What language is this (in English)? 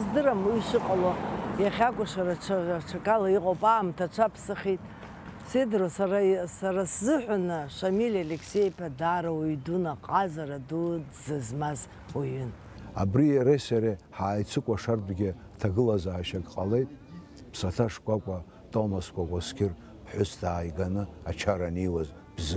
Abkhazian